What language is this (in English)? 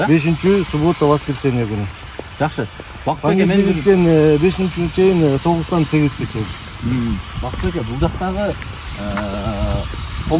Kyrgyz